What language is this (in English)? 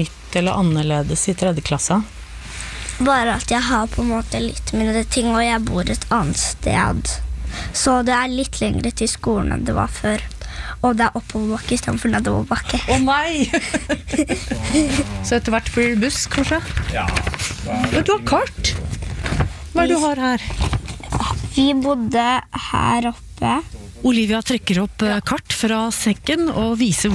Norwegian